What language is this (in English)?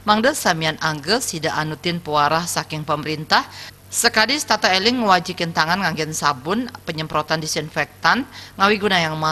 Balinese